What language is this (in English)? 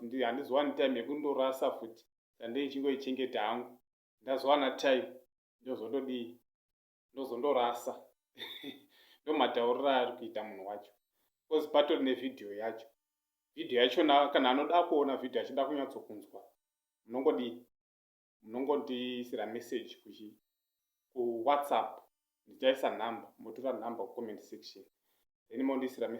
Shona